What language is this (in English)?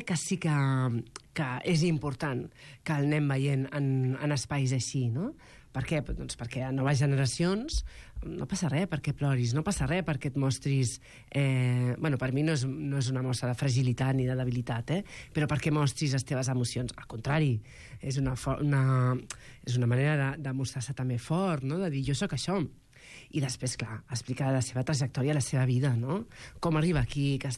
Catalan